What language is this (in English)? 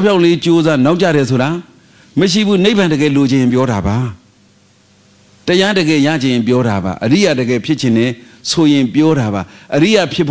Burmese